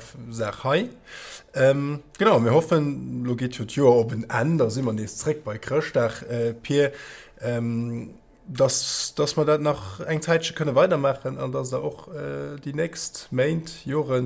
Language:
Luxembourgish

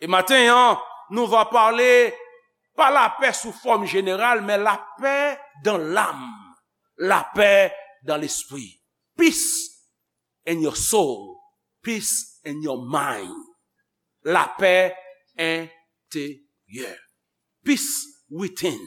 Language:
Haitian Creole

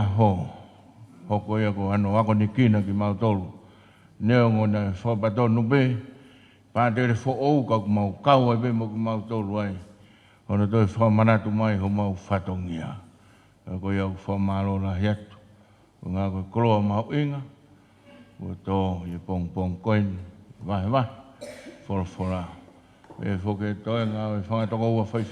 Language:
Tongan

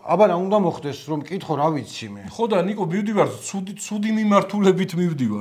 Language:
Georgian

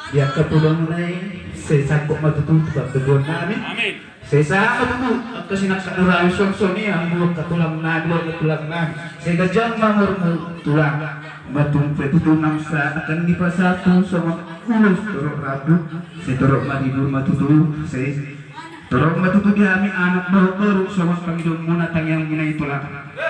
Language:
Batak Toba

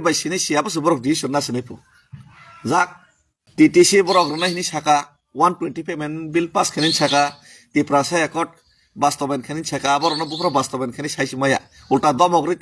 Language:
Kok Borok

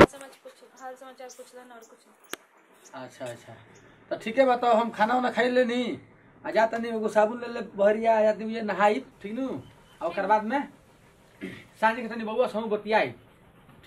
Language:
Bhojpuri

